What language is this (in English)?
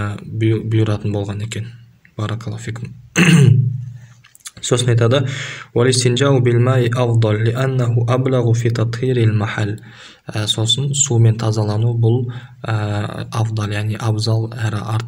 Kazakh